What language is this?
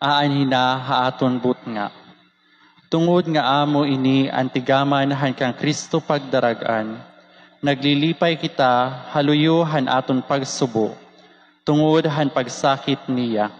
Waray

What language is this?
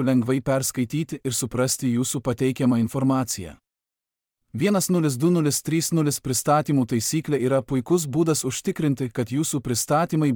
Lithuanian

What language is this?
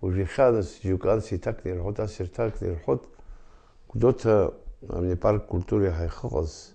Abkhazian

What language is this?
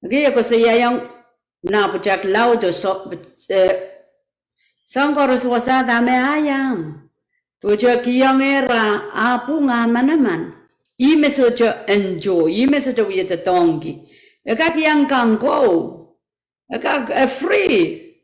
Pohnpeian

